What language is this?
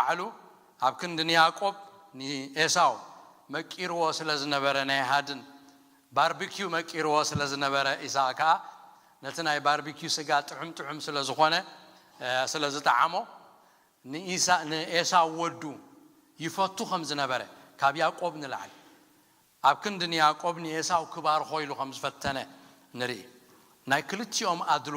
Tigrinya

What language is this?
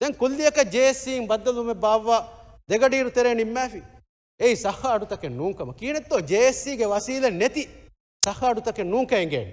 Divehi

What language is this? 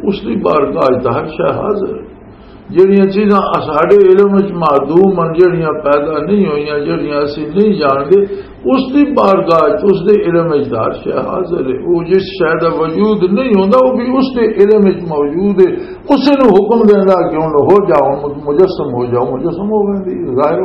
Western Panjabi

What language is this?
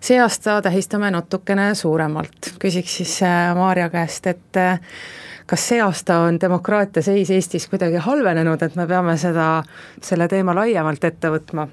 Estonian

